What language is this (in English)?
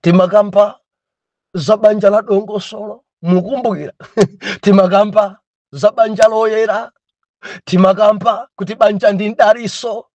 Nyanja